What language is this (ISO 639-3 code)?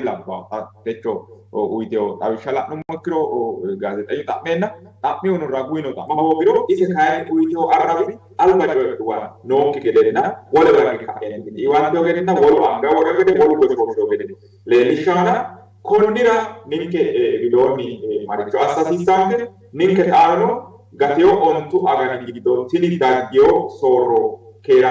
sid